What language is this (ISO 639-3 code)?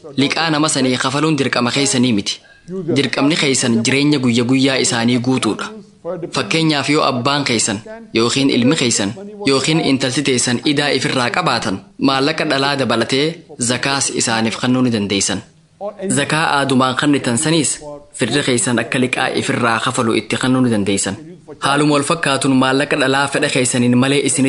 orm